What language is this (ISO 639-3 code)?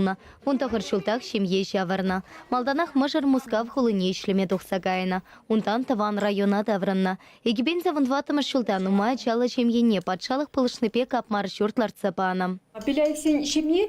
chv